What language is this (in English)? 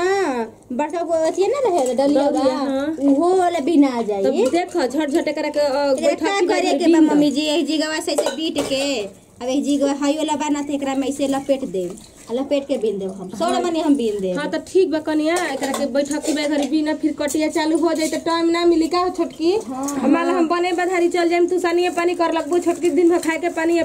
Bhojpuri